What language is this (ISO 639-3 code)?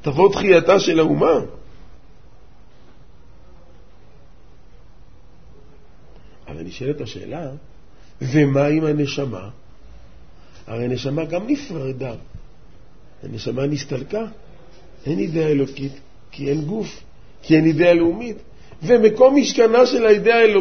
heb